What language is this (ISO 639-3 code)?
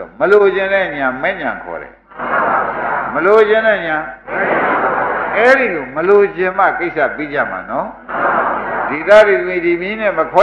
mya